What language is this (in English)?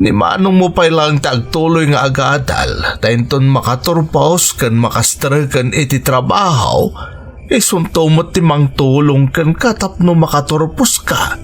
Iloko